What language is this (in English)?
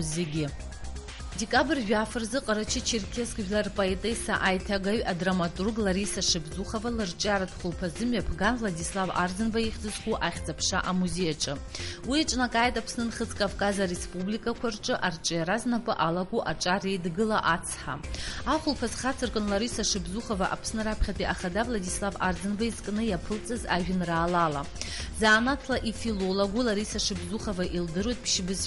Abkhazian